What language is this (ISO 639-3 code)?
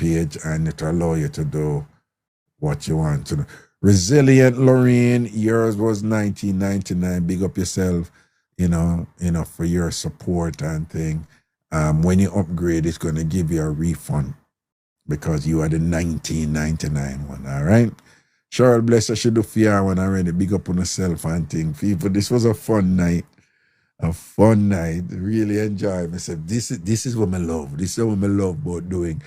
jam